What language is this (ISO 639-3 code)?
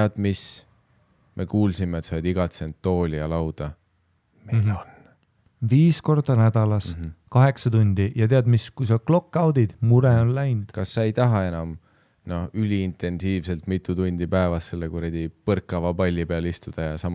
est